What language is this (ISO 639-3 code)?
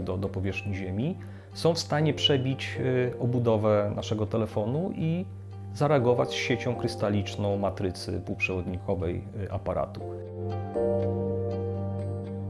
pol